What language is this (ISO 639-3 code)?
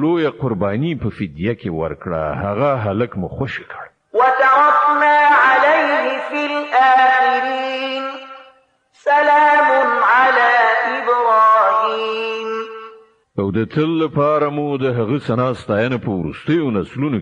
pus